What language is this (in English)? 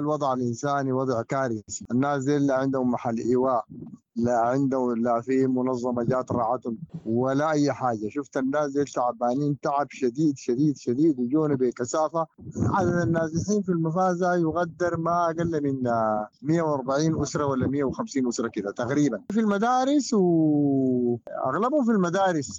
Sudanese Arabic